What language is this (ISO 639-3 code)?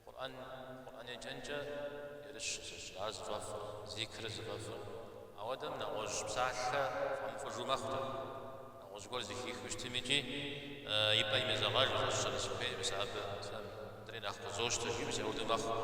kbd